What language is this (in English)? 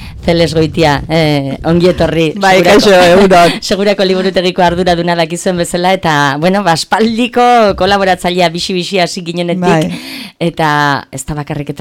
Basque